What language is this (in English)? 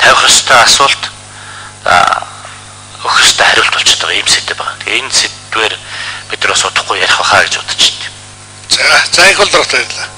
Mongolian